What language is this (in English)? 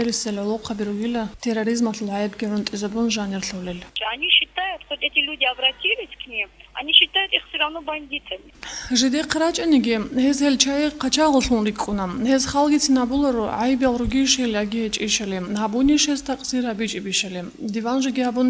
Avaric